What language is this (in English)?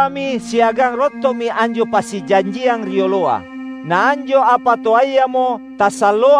Makasar